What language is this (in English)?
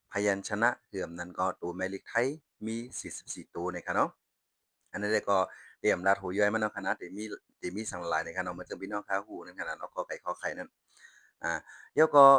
Shan